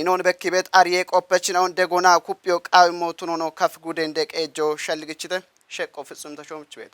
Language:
Kafa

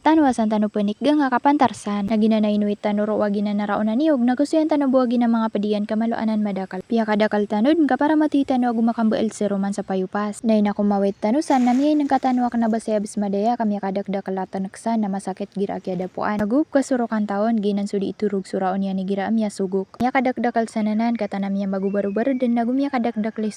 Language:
Maranao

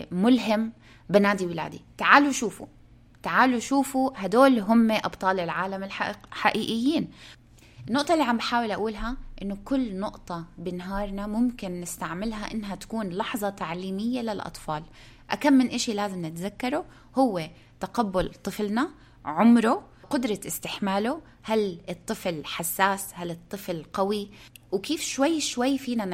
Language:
North Levantine Arabic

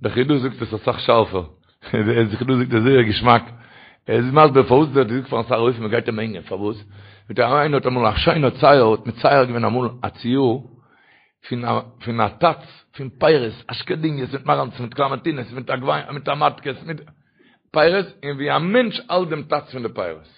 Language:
Yiddish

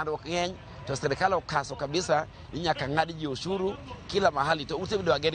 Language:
Luo (Kenya and Tanzania)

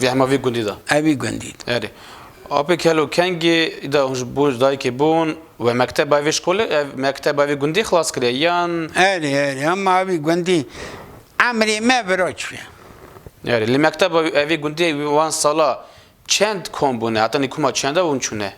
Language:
Kurdish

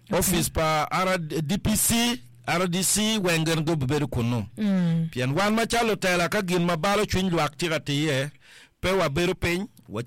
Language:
Acoli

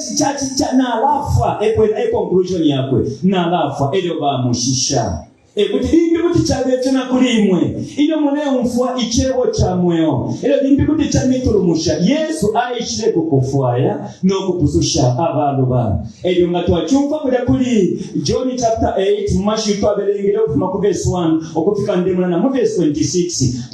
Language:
Bemba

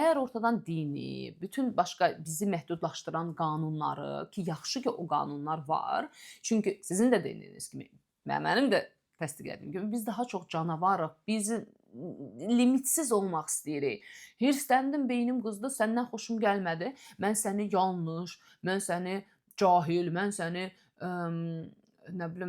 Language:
Azerbaijani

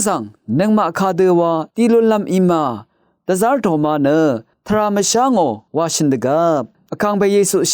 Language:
Rawang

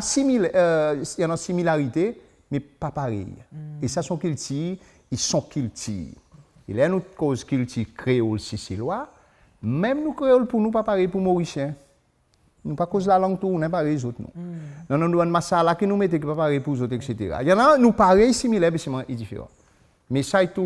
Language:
Seselwa Creole French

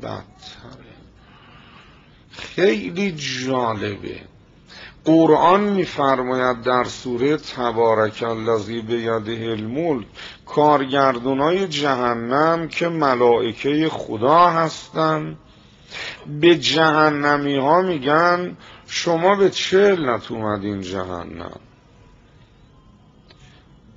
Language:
Persian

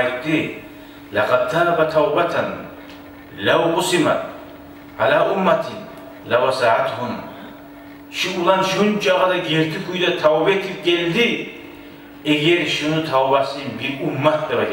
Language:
Kumyk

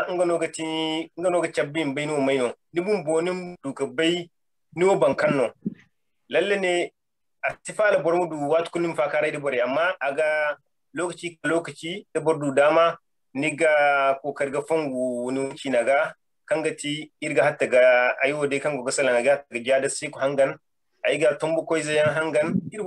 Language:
Zarma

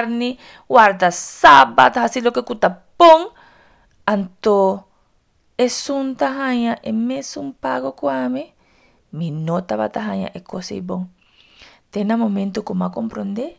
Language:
Papiamento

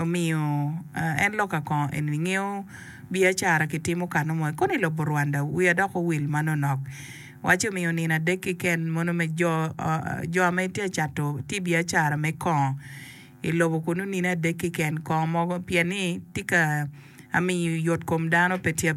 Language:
Acoli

